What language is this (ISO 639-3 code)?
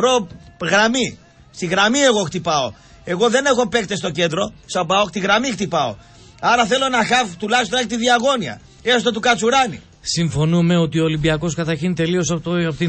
ell